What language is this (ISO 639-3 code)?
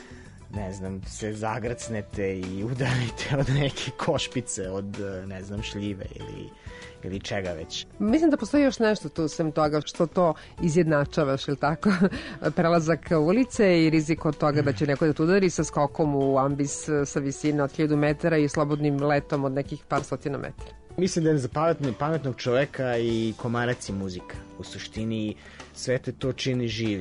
srp